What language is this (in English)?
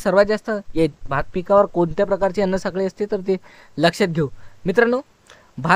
Marathi